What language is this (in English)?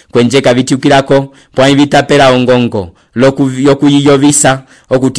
Umbundu